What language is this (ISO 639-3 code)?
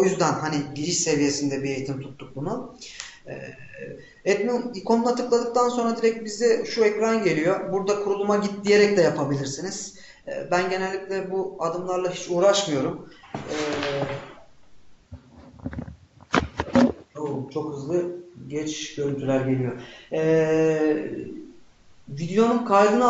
tur